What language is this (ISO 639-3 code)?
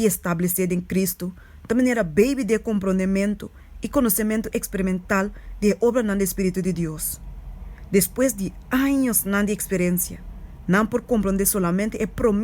pap